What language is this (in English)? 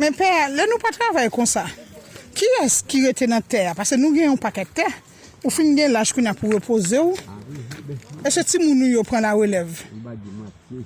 Haitian Creole